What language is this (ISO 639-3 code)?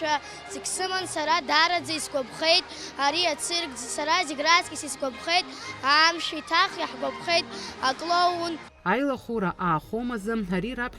abk